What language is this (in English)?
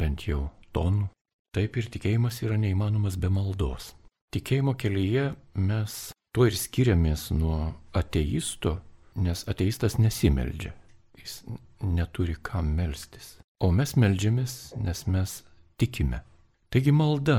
Lithuanian